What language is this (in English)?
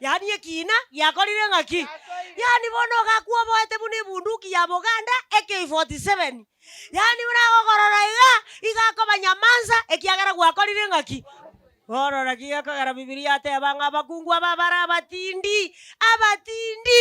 Gusii